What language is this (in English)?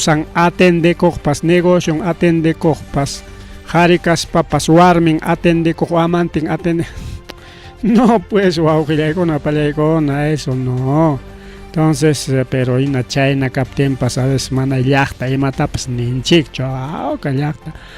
Ayacucho Quechua